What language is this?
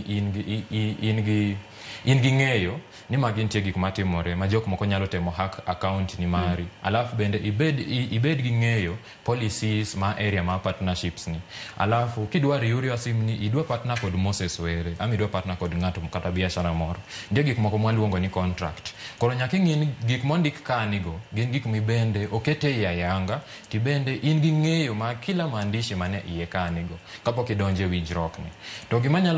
Luo (Kenya and Tanzania)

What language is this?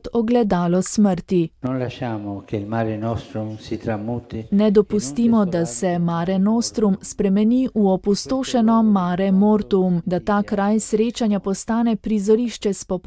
Slovenian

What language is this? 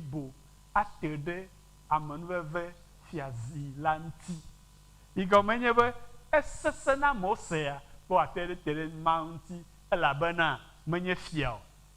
Ewe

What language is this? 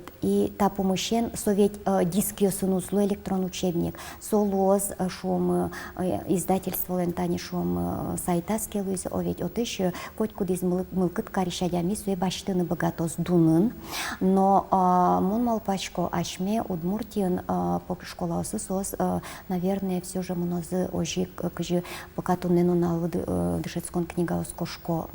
Udmurt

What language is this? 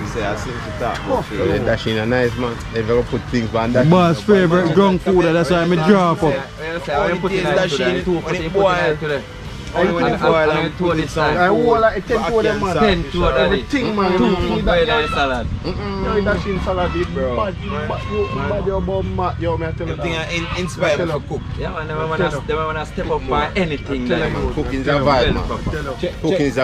Jamaican Creole English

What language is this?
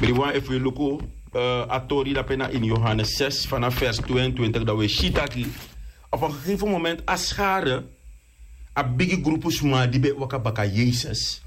Sranan Tongo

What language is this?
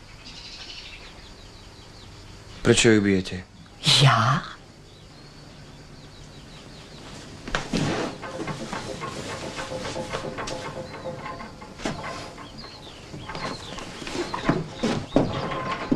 Slovak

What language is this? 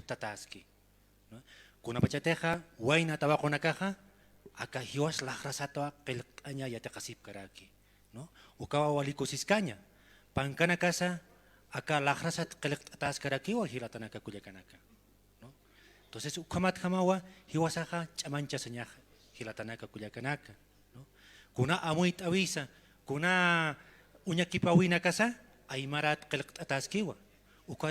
Aymara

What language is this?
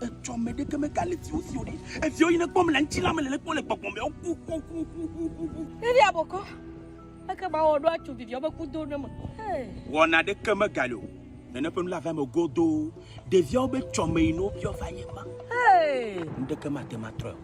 Ewe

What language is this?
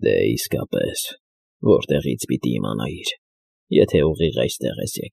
Armenian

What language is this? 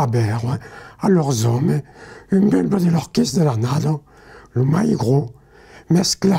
Occitan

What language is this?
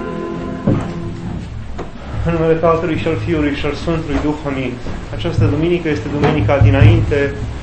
Romanian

